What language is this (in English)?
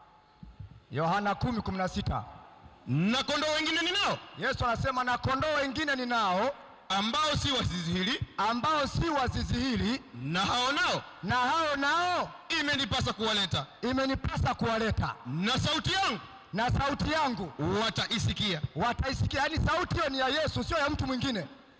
Swahili